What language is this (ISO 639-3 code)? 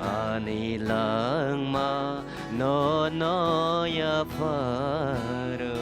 trp